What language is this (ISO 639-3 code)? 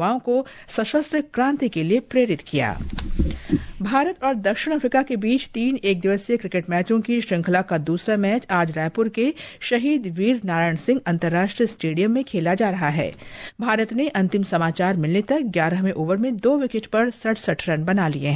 hin